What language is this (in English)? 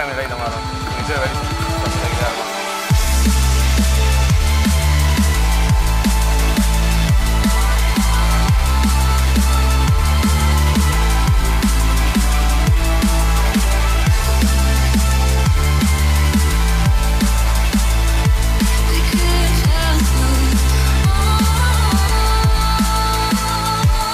Estonian